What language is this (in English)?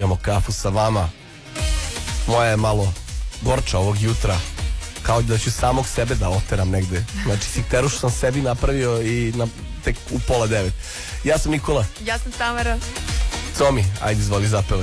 Serbian